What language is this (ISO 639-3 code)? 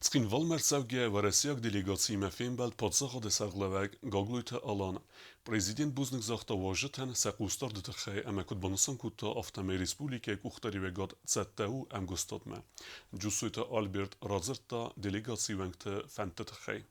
oss